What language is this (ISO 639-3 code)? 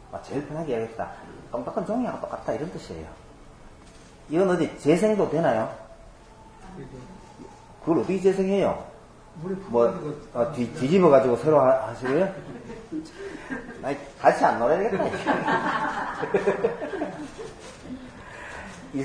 kor